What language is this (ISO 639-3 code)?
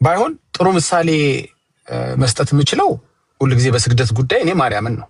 amh